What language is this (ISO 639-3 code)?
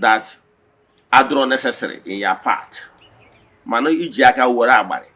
ibo